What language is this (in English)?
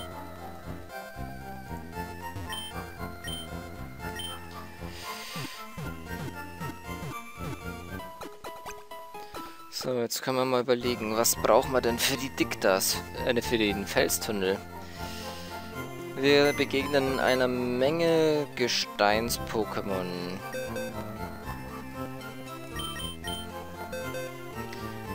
German